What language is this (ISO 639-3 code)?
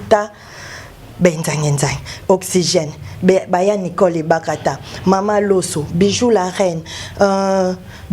lin